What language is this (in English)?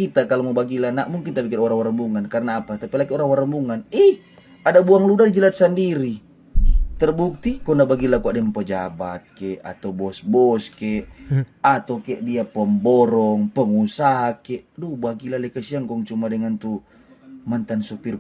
Manado Malay